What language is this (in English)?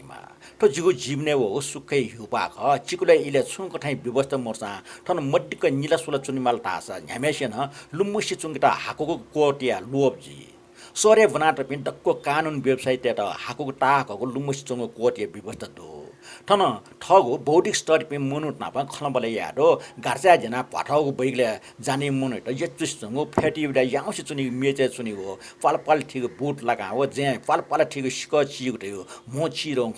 Newari